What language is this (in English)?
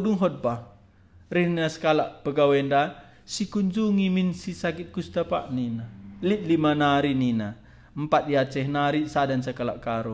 Batak Karo